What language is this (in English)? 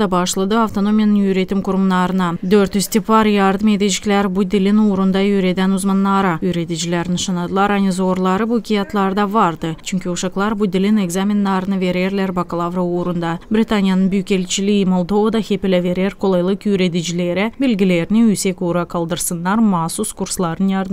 Gagauz